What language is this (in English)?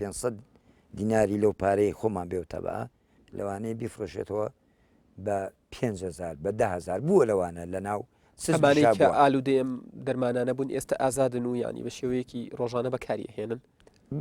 Central Kurdish